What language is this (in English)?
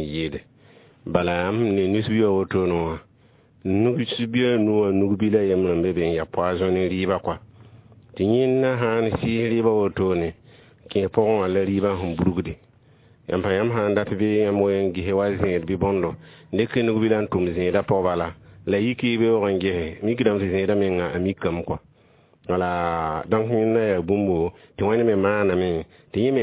Mossi